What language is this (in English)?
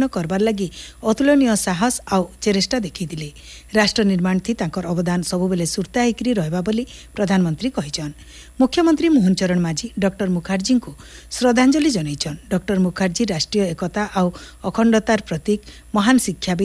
Odia